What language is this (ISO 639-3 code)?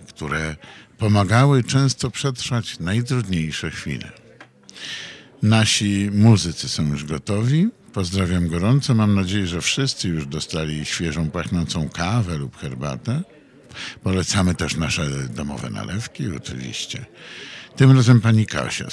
pol